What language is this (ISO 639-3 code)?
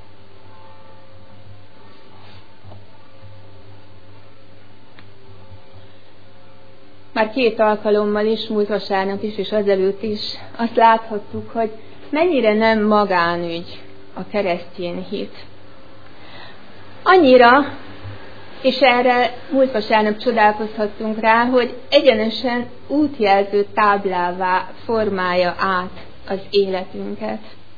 hun